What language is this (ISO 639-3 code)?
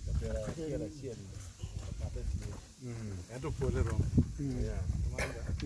ach